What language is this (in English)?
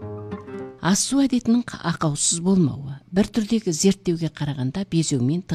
Kazakh